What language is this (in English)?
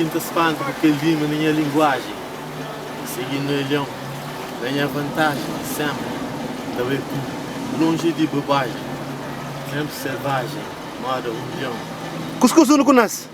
Kabuverdianu